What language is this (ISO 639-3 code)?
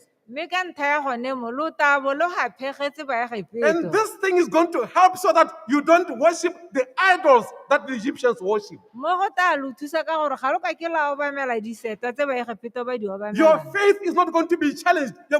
tsn